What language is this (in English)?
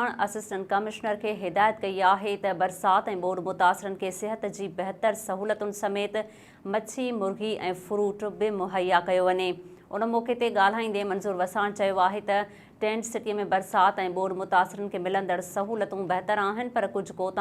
Sindhi